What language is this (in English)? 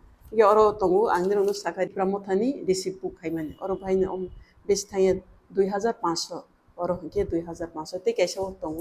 Kok Borok